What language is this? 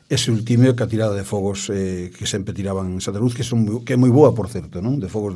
Galician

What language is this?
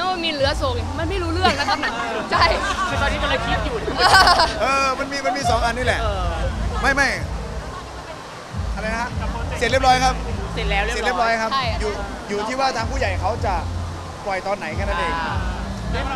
Thai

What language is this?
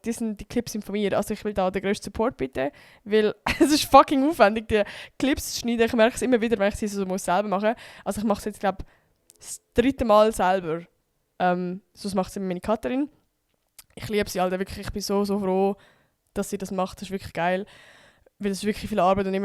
Swiss German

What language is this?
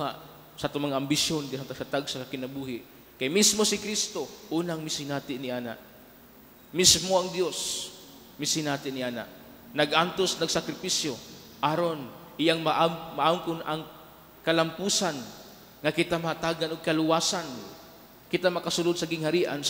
Cebuano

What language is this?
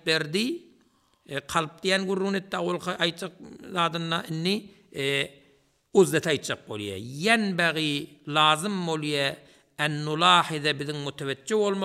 Turkmen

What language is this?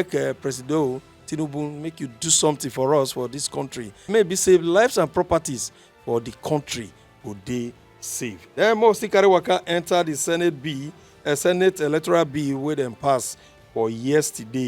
Nigerian Pidgin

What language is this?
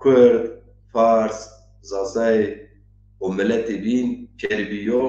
Zaza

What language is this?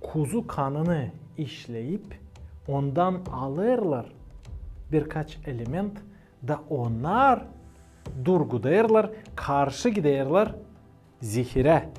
Gagauz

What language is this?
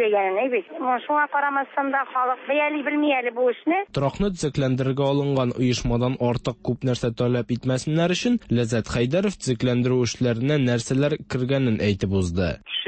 Tatar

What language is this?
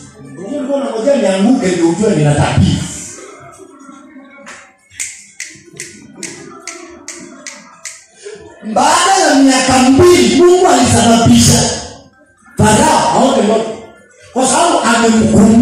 Swahili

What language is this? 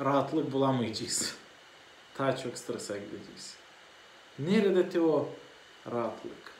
Gagauz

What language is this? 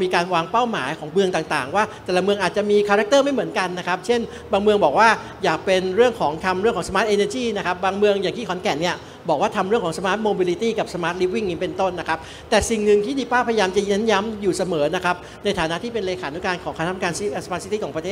Thai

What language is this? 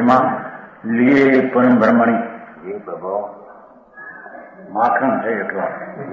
Gujarati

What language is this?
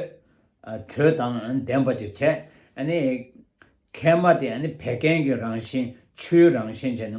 Tibetan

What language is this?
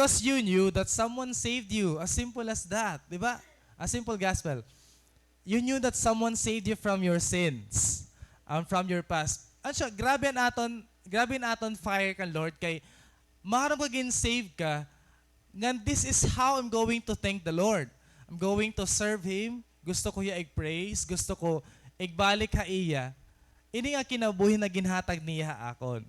Waray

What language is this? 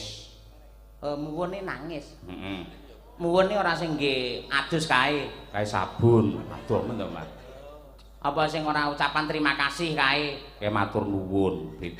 Javanese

